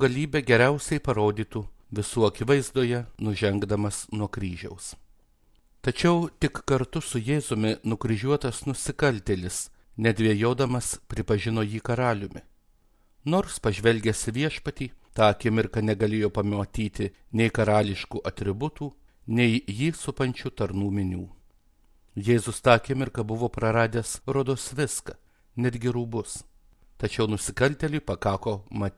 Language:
Lithuanian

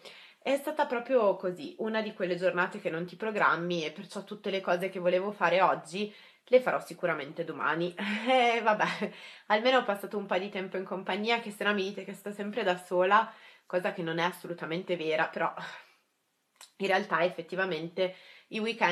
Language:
Italian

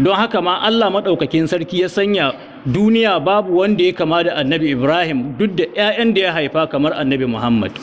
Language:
Hausa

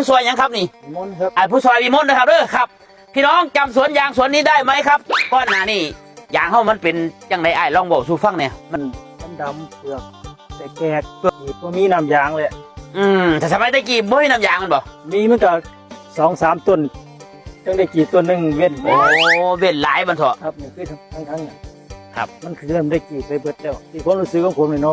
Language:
Northeastern Thai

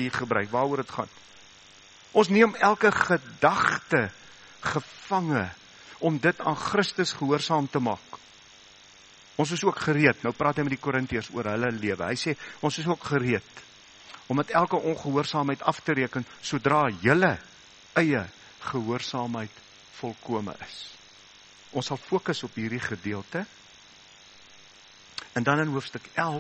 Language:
Afrikaans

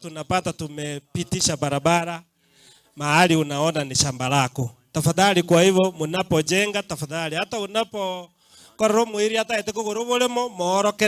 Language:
Gusii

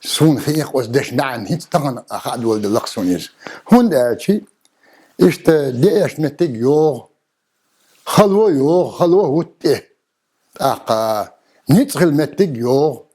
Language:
Chechen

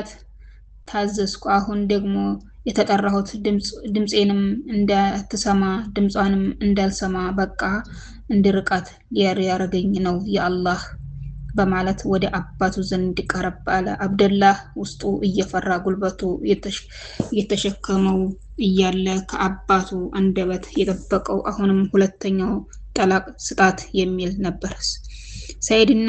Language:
Amharic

